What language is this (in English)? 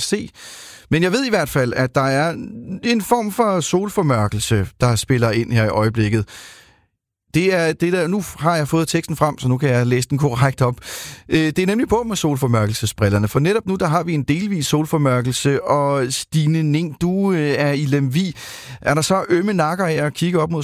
Danish